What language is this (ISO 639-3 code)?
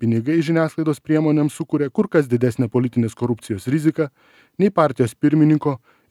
lit